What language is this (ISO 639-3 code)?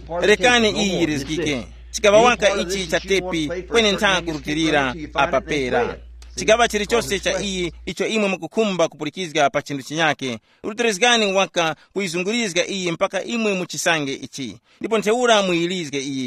tum